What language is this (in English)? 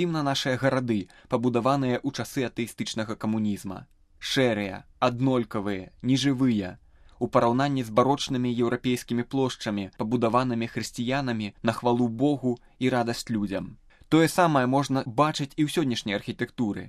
Belarusian